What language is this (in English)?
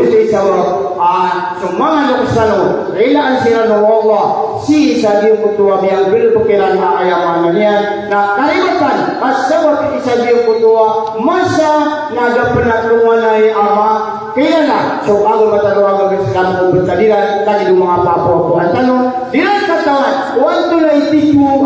Maranao